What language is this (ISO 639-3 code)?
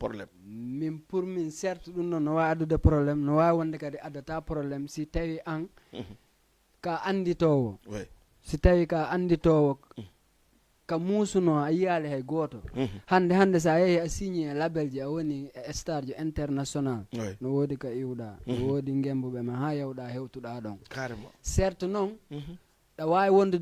ful